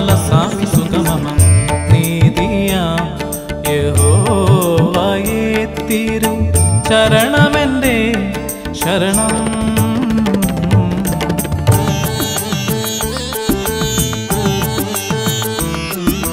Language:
Malayalam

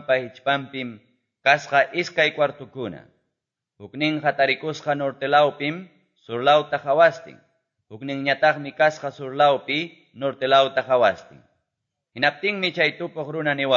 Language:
Quechua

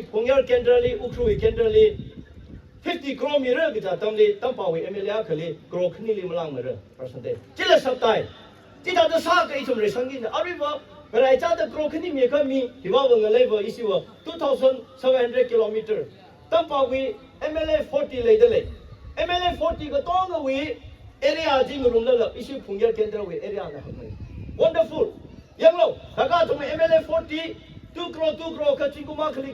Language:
Tangkhul Naga (India)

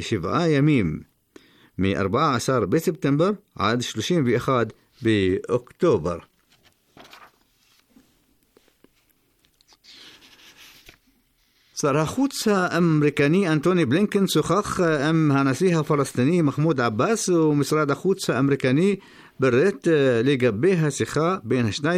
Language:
Hebrew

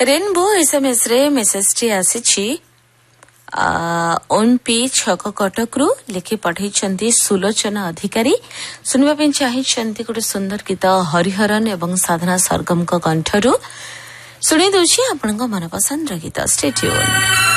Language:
Odia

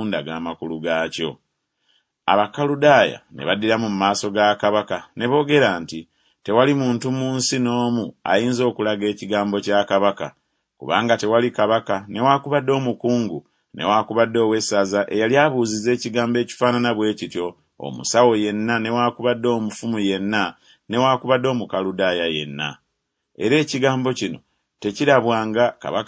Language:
Ganda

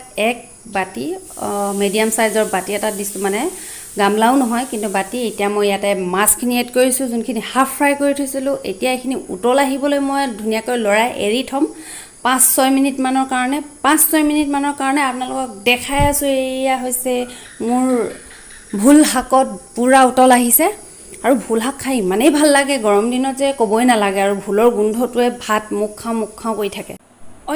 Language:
Assamese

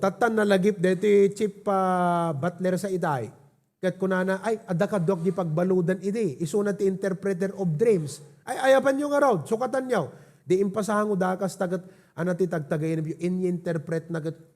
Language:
Iloko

